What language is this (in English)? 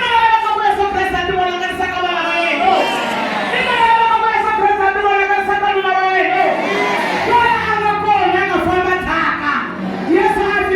Tsonga